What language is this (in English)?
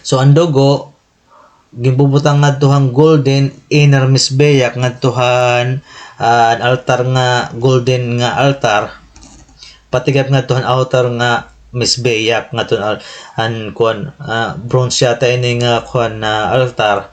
Waray